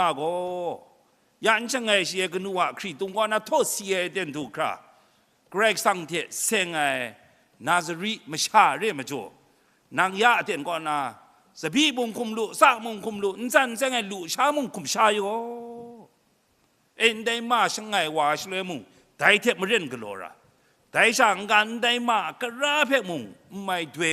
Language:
Kachin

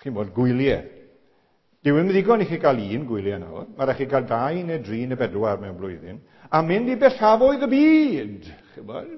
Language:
Welsh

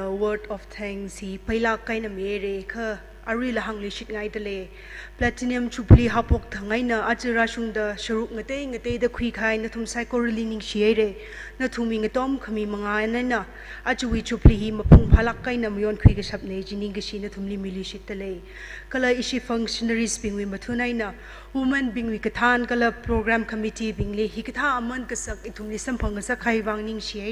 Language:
Tangkhul Naga (India)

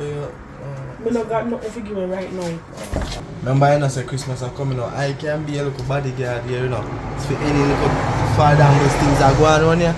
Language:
Jamaican Creole English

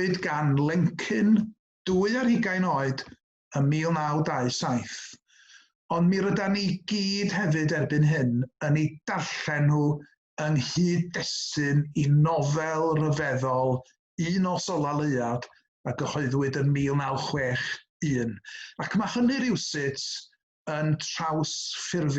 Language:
Welsh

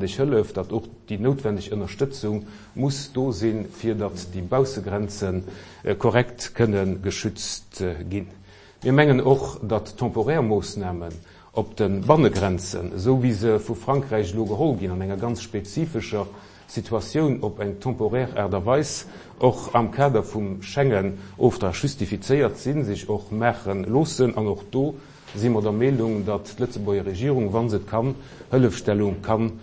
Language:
Luxembourgish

